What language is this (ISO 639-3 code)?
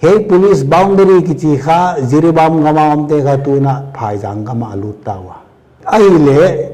pck